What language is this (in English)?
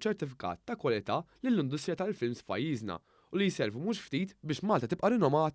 Maltese